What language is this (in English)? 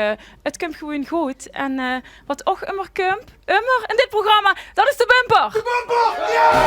Limburgish